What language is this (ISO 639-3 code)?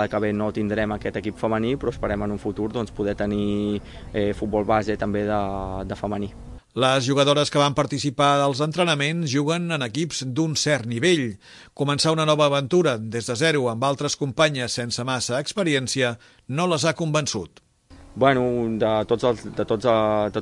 cat